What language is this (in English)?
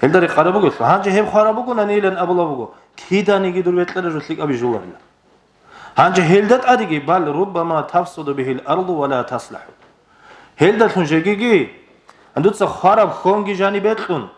Avaric